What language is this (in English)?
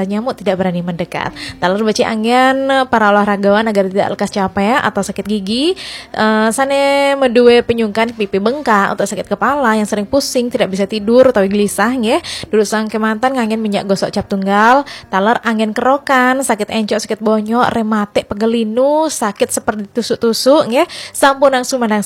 Balinese